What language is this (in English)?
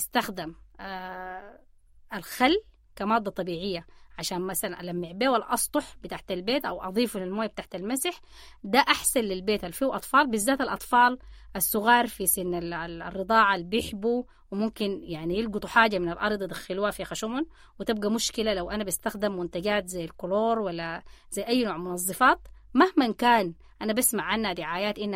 Sudanese Arabic